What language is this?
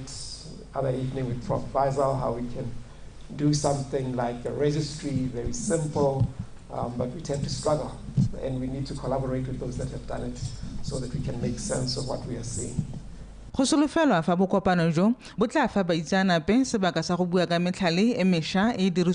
Tswana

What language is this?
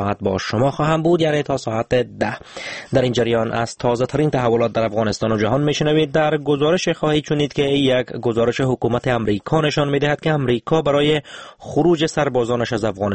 Persian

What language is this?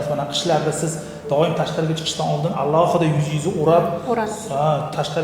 Uzbek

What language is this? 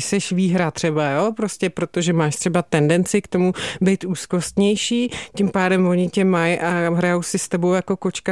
Czech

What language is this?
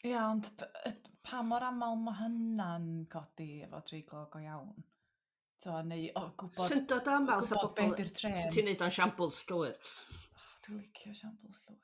Welsh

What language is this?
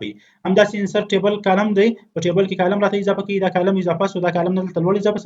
Pashto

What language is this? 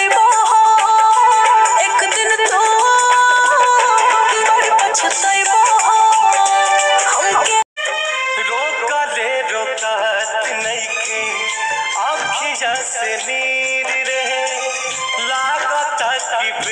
Bhojpuri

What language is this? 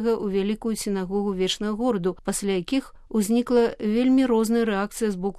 Belarusian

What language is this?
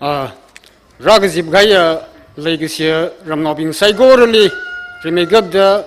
Tangkhul Naga (India)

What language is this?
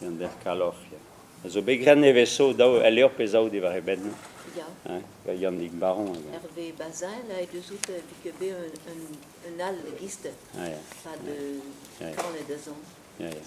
Breton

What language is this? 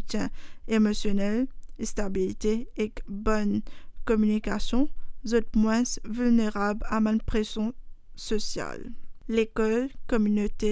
Morisyen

